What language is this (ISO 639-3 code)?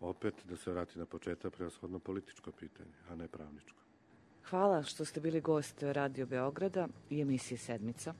srp